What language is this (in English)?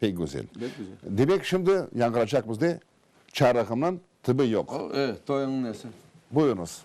Crimean Tatar